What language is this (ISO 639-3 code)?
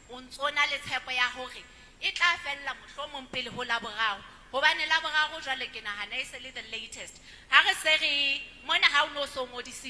sot